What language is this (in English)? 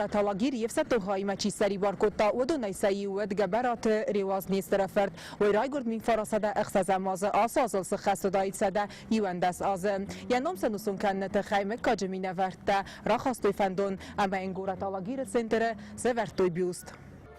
Ossetic